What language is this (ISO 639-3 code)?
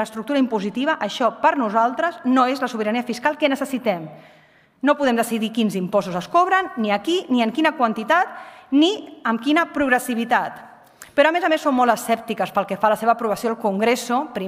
cat